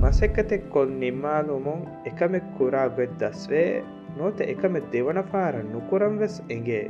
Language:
Divehi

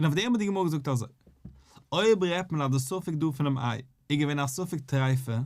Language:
Yiddish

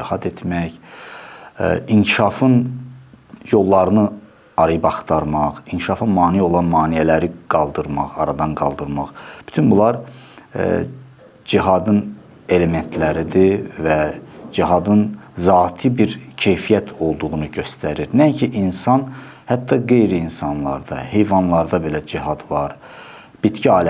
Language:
Azerbaijani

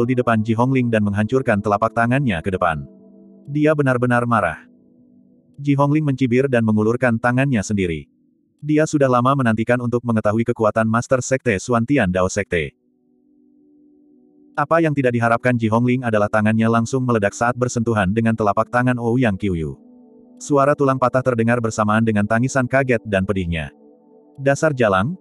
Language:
Indonesian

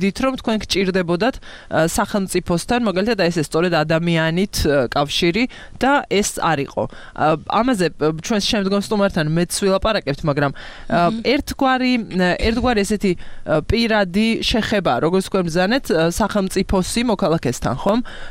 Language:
Georgian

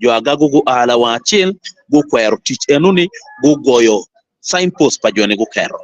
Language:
Acoli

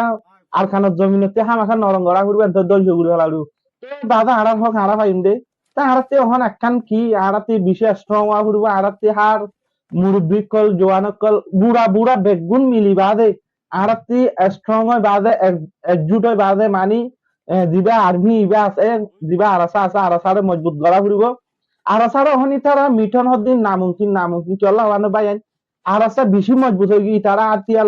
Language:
Rohingya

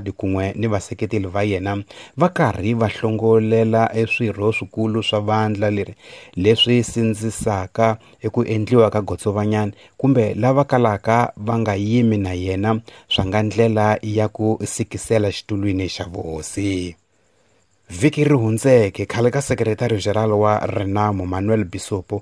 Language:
Tsonga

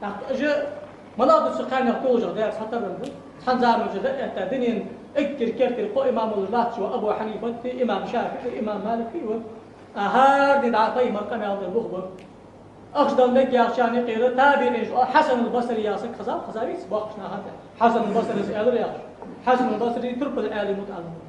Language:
Ingush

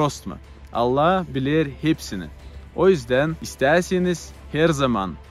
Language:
Gagauz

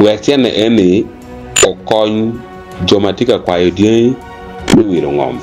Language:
Acoli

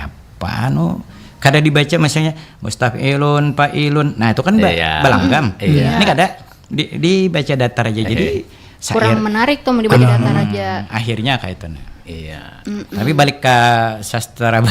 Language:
Banjar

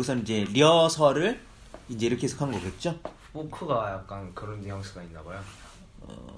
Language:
Korean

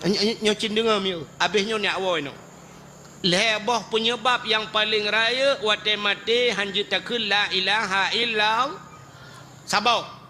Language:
Achinese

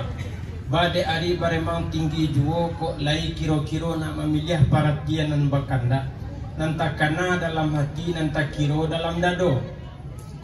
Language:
Minangkabau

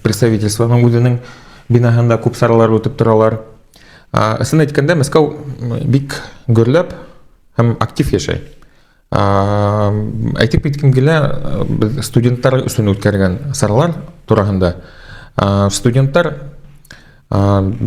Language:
Bashkir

